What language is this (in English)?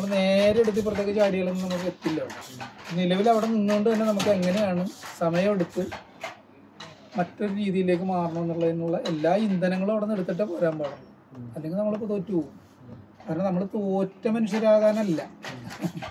Malayalam